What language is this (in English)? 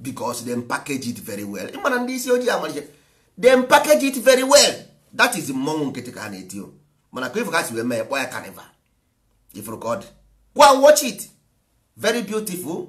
Igbo